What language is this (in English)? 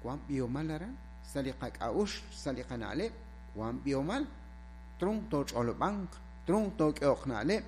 Kekchí